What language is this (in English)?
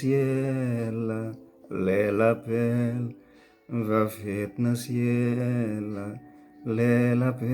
Haitian Creole